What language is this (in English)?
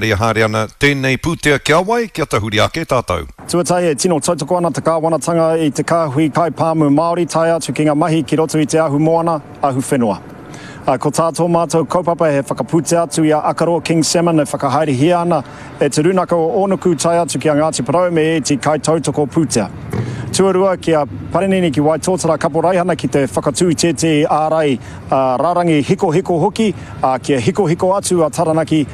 Māori